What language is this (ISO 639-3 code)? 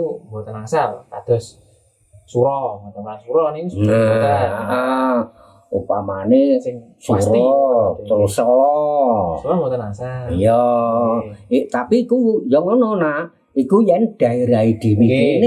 jav